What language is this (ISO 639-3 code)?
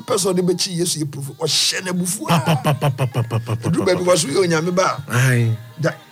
aka